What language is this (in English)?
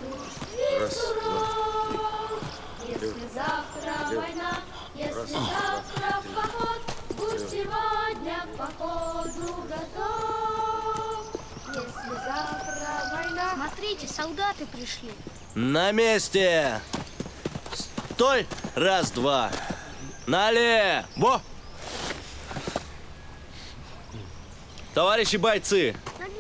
Russian